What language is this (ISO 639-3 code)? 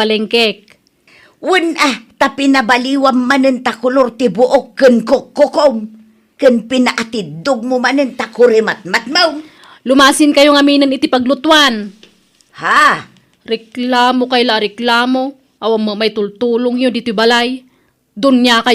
ilo